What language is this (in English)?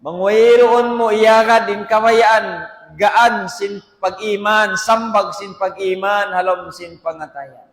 Tausug